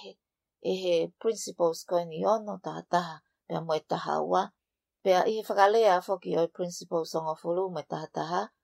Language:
Tongan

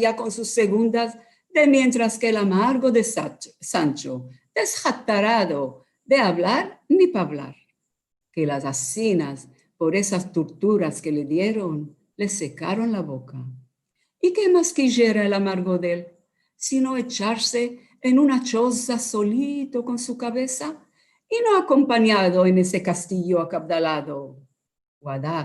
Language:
Ladino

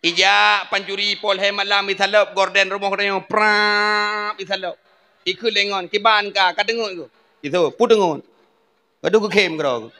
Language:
Achinese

